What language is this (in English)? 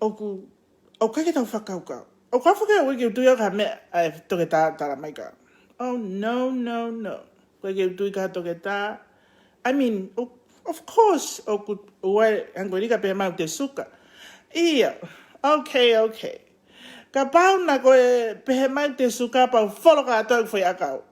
Tongan